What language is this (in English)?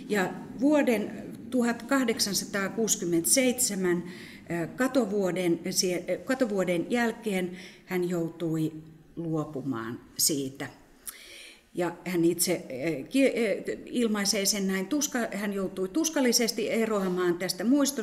Finnish